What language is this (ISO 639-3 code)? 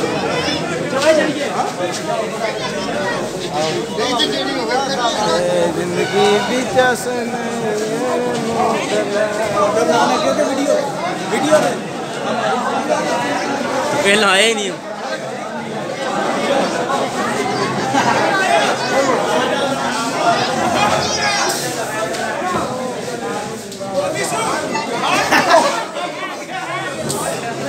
pan